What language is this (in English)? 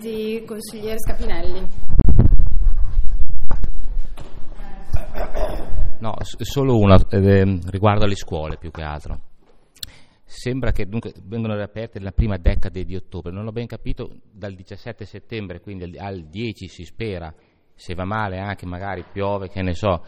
Italian